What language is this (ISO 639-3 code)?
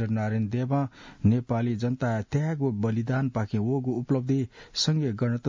new